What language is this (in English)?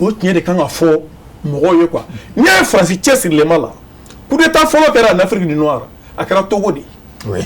Bambara